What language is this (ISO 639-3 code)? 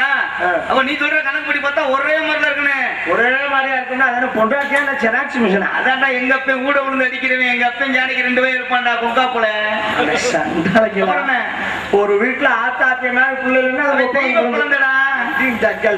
tam